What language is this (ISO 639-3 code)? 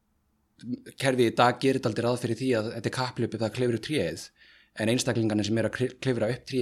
isl